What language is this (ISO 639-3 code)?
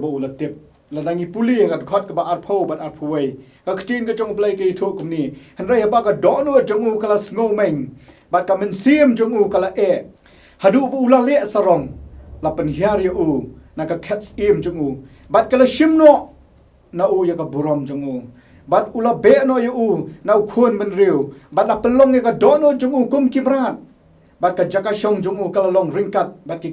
kha